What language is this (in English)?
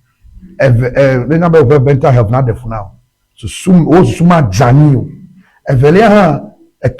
Ewe